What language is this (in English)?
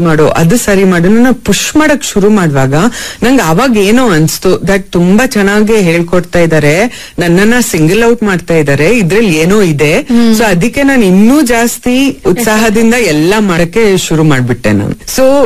Kannada